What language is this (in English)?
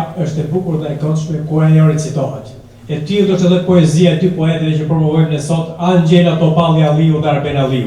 Albanian